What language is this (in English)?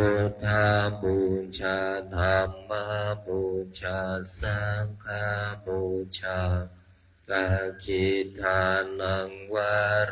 Pali